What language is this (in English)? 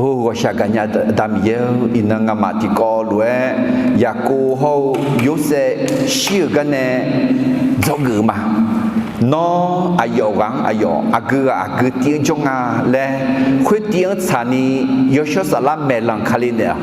Akha